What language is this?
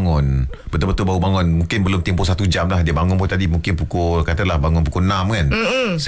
Malay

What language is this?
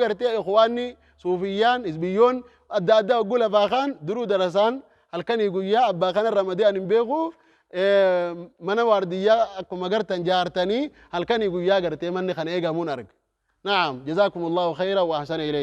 Oromo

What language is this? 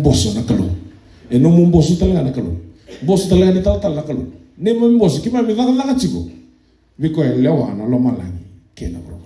Fijian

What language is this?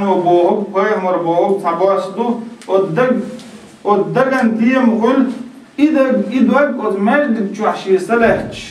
Chechen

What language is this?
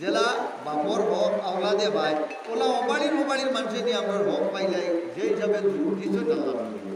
Sylheti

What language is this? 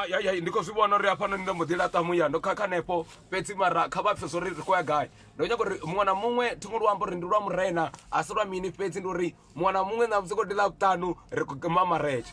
Venda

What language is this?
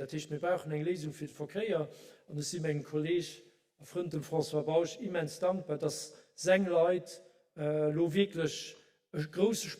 Luxembourgish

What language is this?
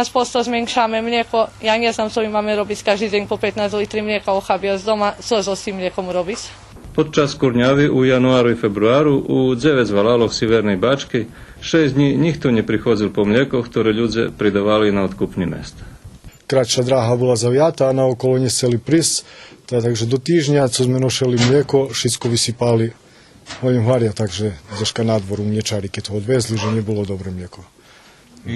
Rusyn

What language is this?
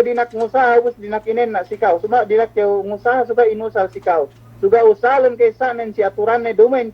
Yakan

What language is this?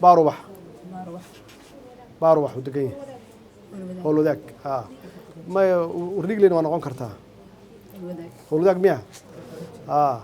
Somali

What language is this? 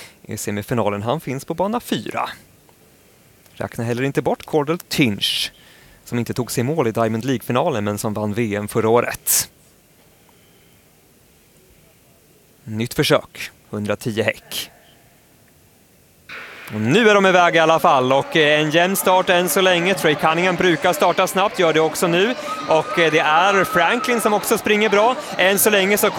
Swedish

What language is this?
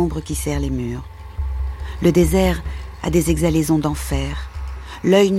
French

